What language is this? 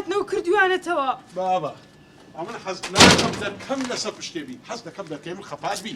Central Kurdish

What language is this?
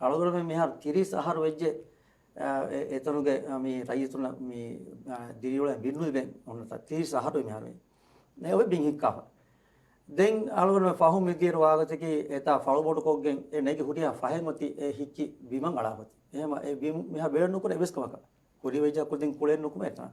Divehi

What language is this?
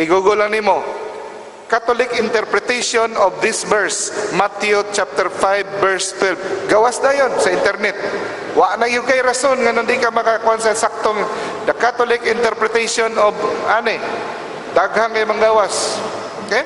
Cebuano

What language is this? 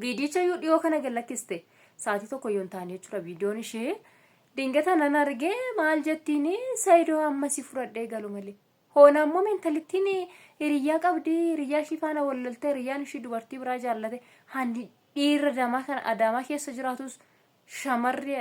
Oromo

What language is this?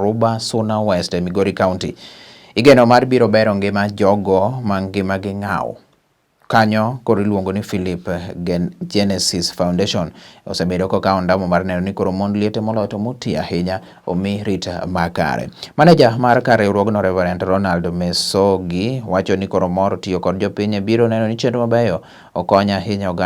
Luo (Kenya and Tanzania)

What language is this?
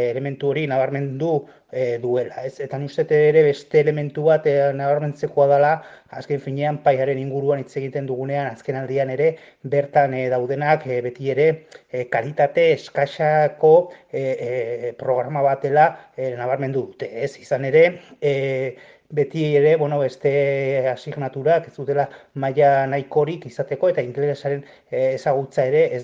Basque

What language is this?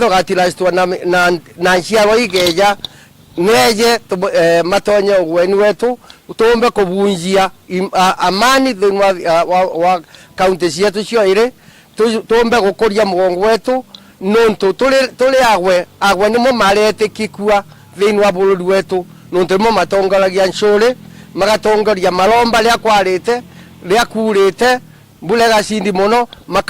Meru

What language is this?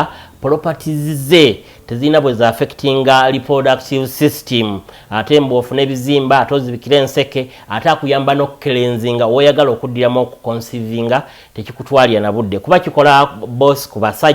Ganda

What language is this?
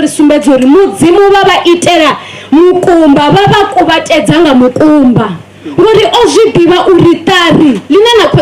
Venda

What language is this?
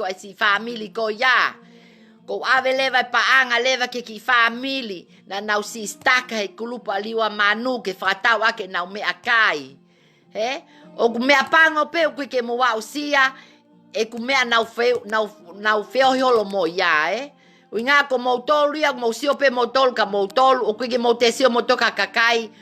Tongan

